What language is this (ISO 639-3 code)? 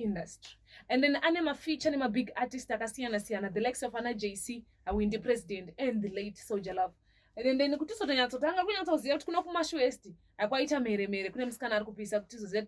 sna